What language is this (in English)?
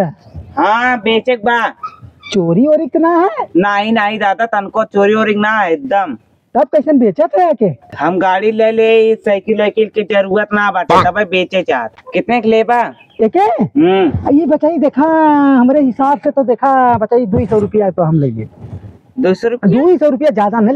Awadhi